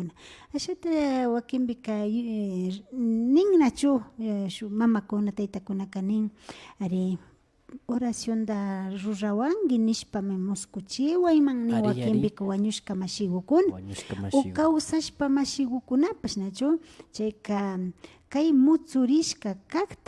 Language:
Imbabura Highland Quichua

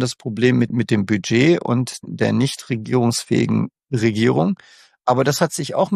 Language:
German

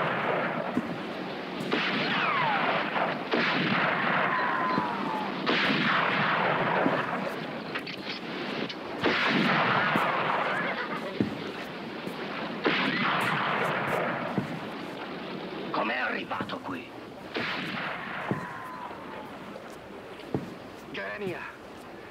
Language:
Italian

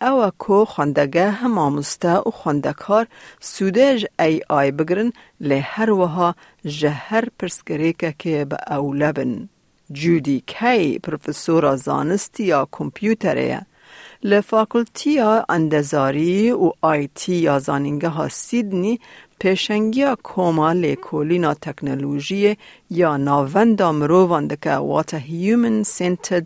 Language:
Kurdish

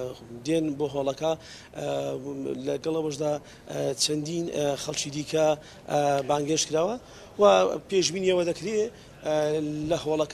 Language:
Central Kurdish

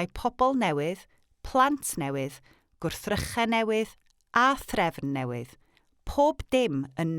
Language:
Welsh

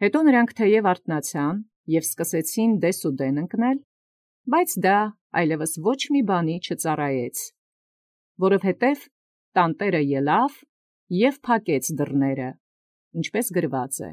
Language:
Armenian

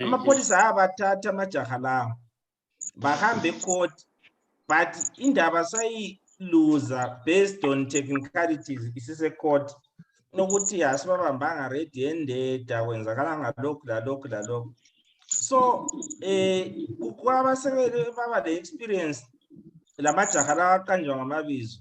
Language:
Zulu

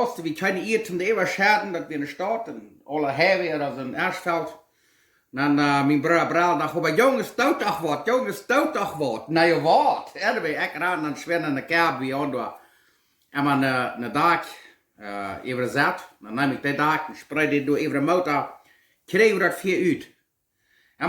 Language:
Plautdietsch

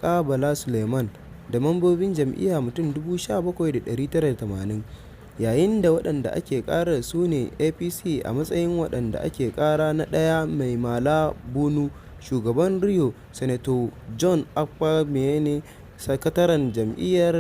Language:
Hausa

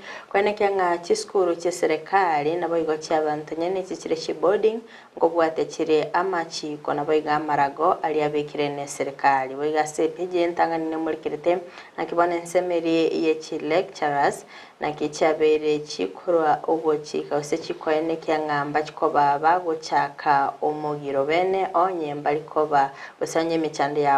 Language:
Gusii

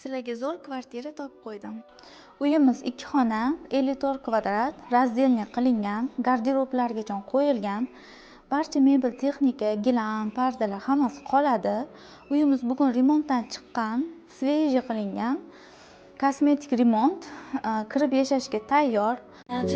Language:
Uzbek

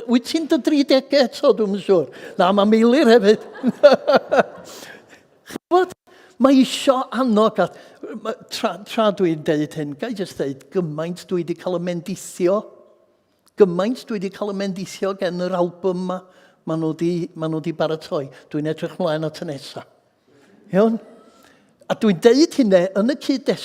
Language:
Welsh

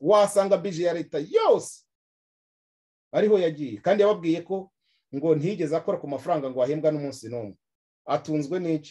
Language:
Kinyarwanda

